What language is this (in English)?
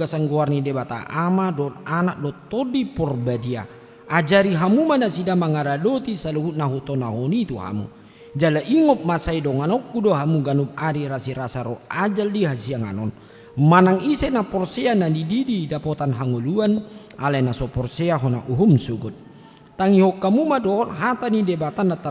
Batak Toba